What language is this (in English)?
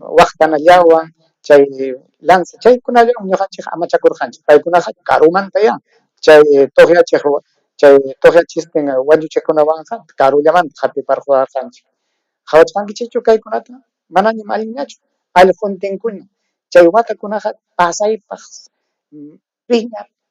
Ayacucho Quechua